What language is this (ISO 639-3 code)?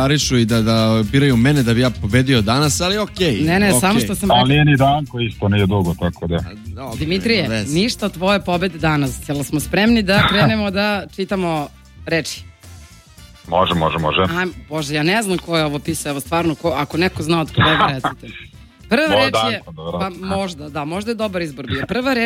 srp